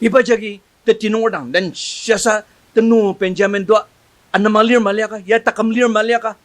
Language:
Ao Naga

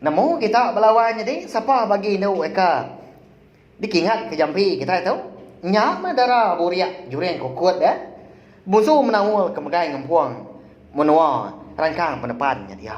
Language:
Iban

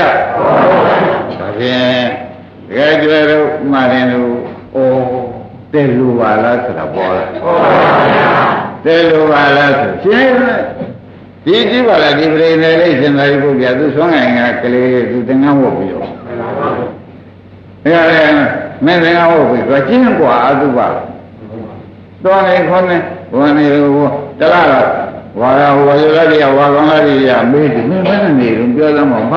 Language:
Burmese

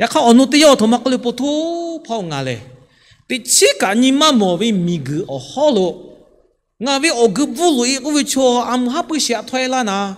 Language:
Lahu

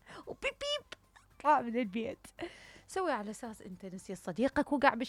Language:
Mesopotamian Arabic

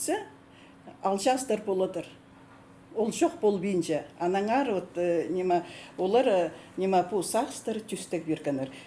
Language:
Khakas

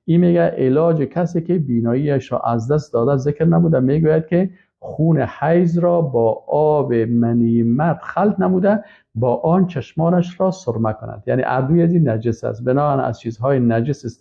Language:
Persian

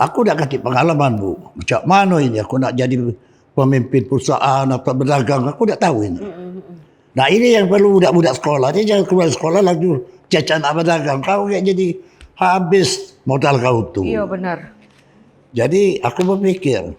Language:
Musi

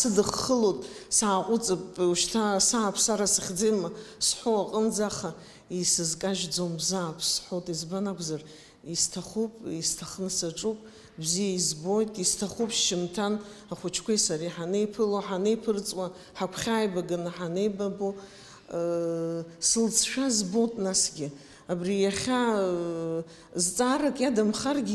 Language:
Abkhazian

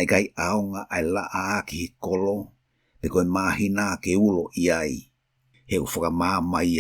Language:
Tongan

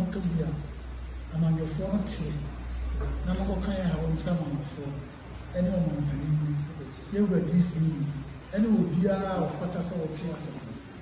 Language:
Akan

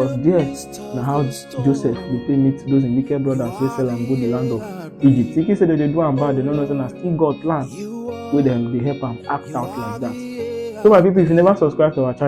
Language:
Nigerian Pidgin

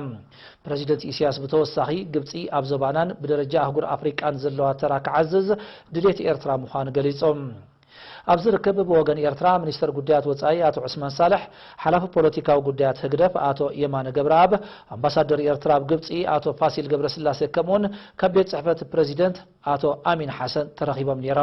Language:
Tigrinya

